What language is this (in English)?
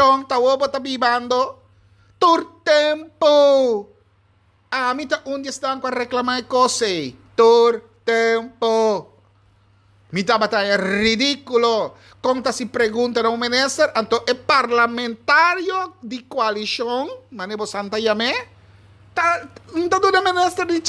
Papiamento